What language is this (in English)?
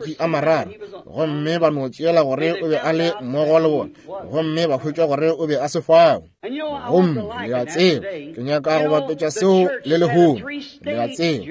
Northern Sotho